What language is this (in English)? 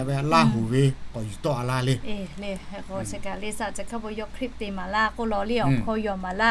Lahu